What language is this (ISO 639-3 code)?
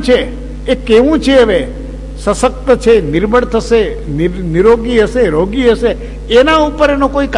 guj